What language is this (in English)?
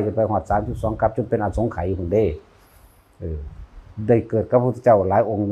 Northeastern Thai